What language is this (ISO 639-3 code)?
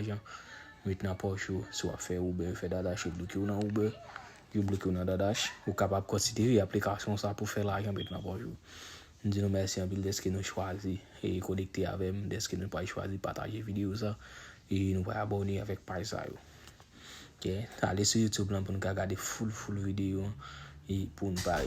hat